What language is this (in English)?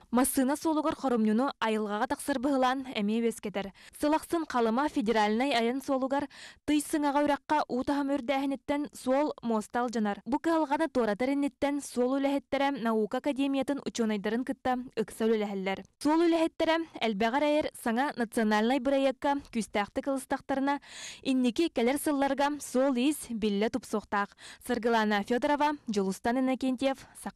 Yakut